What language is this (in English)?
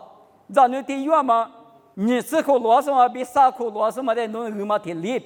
Lisu